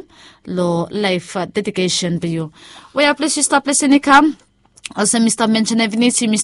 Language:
Bislama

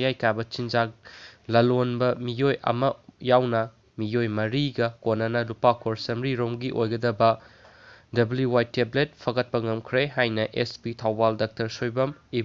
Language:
Manipuri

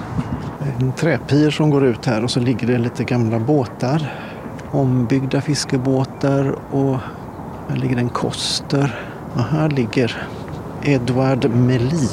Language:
Swedish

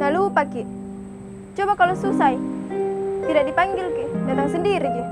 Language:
Makassar Malay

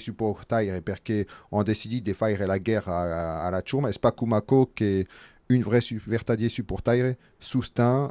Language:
Occitan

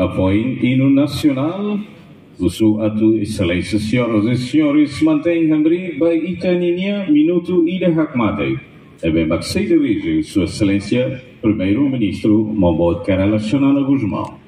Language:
Tetum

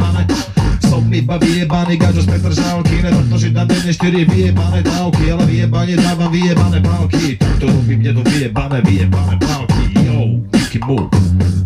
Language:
Slovak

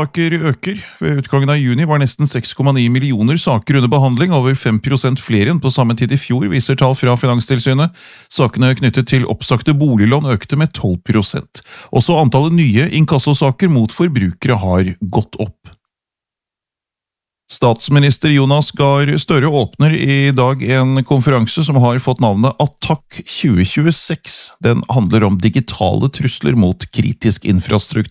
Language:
Norwegian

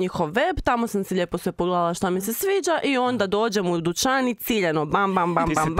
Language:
Croatian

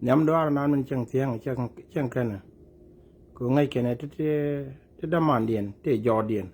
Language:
Nuer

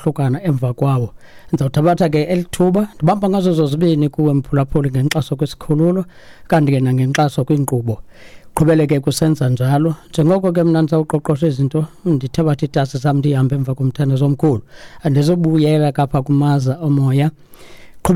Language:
Xhosa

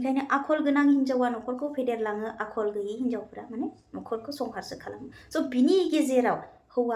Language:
Bodo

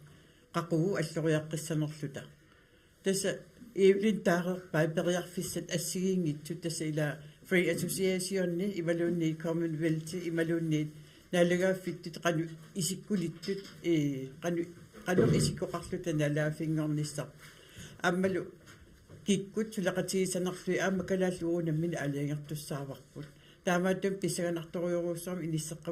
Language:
Kalaallisut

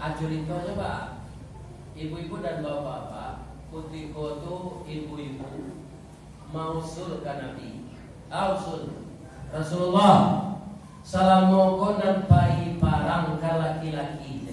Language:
Minangkabau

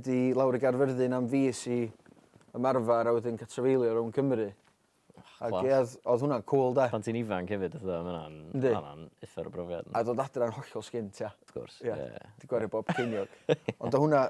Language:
Welsh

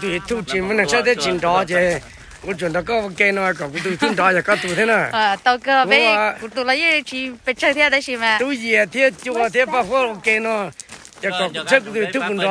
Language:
Hmong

